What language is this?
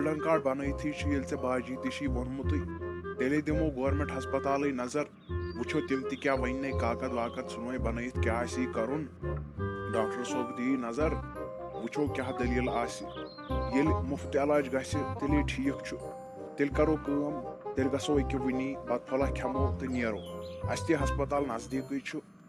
Kashmiri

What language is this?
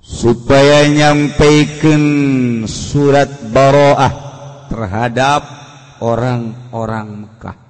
Sundanese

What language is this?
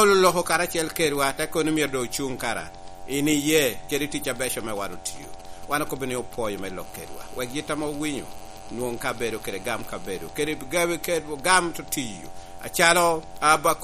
Lango (Uganda)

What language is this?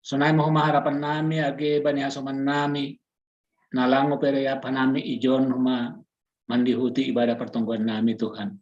Batak Simalungun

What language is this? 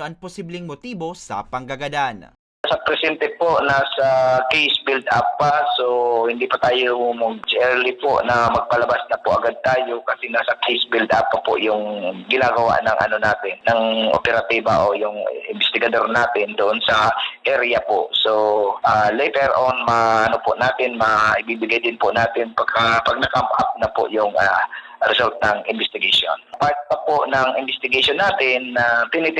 Bikol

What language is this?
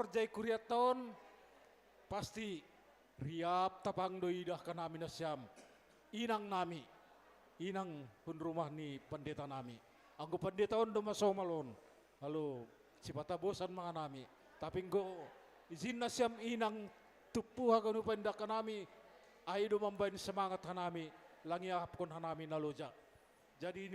Batak Simalungun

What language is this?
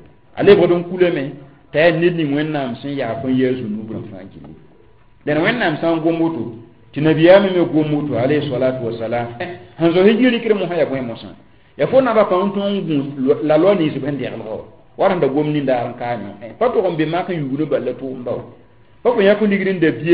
Mossi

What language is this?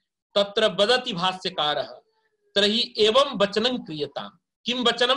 Sanskrit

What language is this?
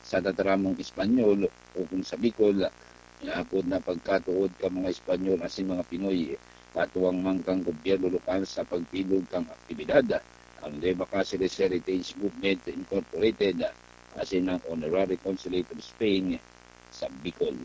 Bikol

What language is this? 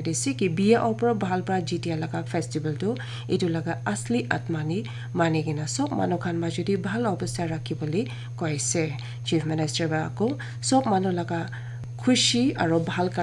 Naga Pidgin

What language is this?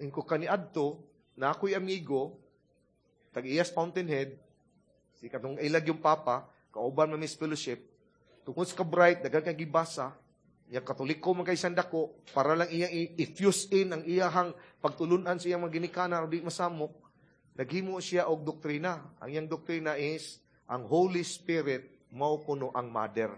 Cebuano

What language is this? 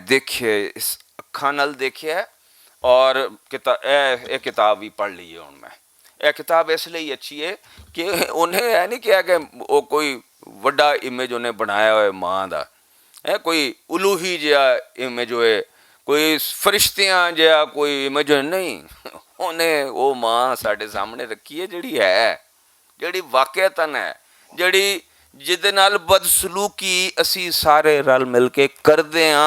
Western Panjabi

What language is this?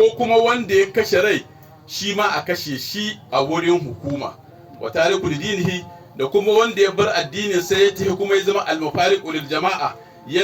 Hausa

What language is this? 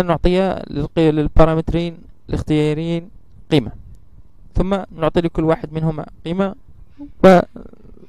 Arabic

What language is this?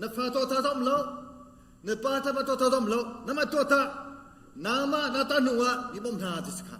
Hakha Chin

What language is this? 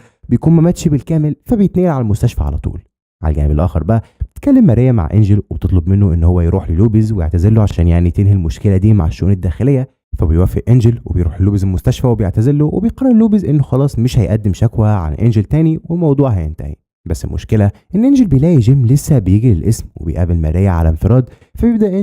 Egyptian Arabic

